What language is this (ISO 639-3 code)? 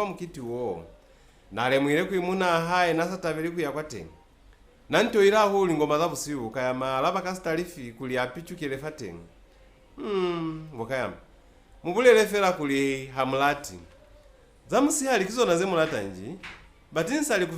loz